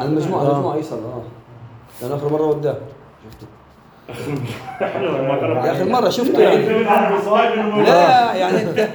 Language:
North Levantine Arabic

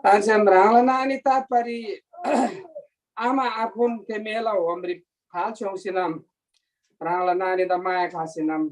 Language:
Eastern Tamang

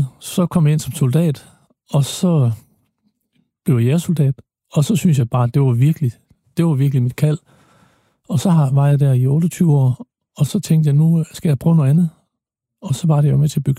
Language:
Danish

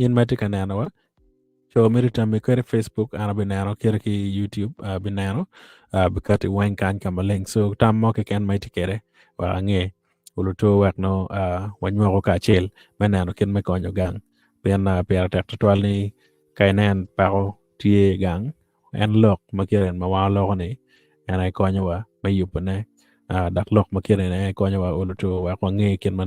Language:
Acoli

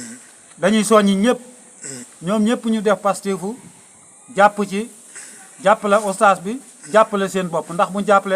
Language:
Wolof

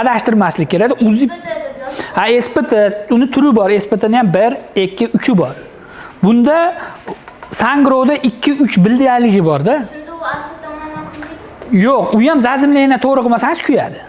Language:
Uzbek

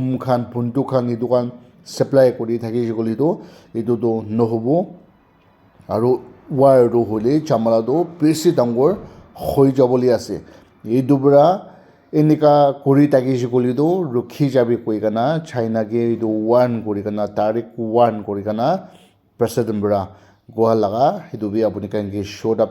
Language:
Naga Pidgin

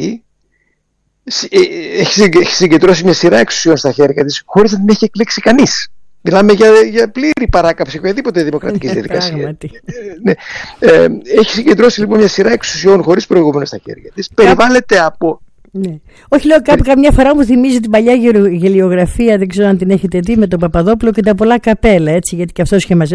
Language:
Greek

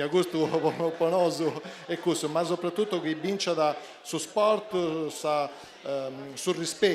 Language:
Sardinian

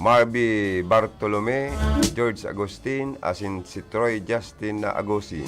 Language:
Bikol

